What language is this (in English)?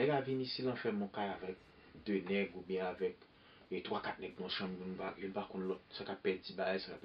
Haitian Creole